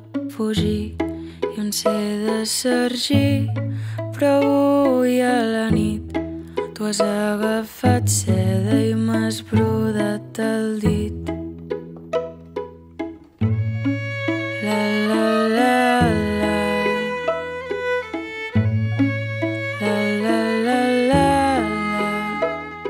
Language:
Catalan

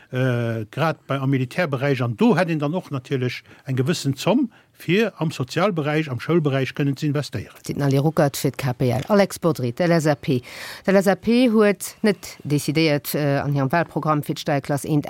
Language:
Luxembourgish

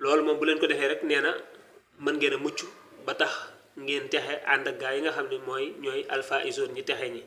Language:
Wolof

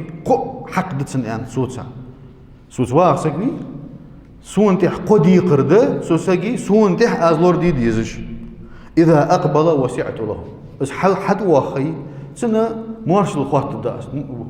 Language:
Ingush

